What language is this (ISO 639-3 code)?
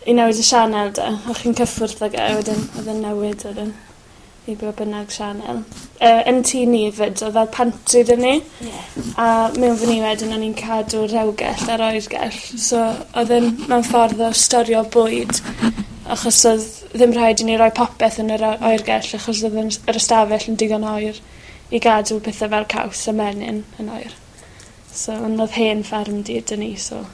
cym